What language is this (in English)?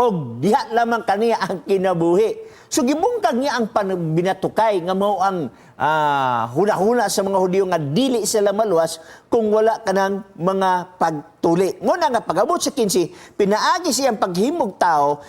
Cebuano